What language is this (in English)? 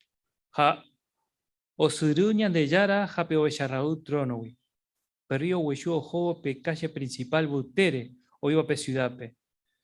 Guarani